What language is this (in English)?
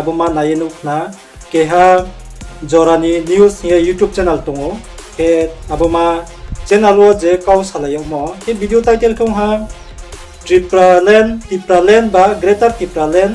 Riang (India)